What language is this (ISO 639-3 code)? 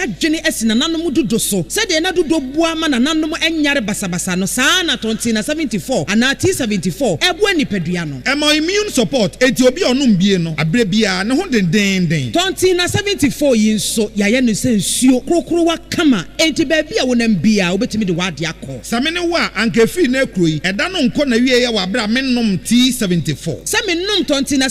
aka